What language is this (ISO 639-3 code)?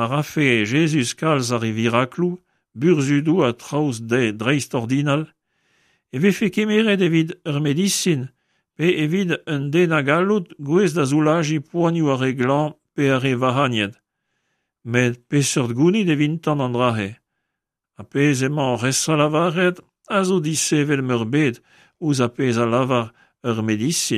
bre